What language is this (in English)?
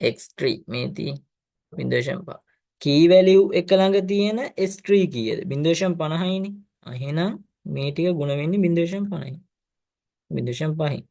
Sinhala